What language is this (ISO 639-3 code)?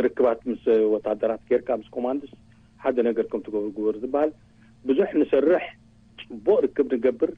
tir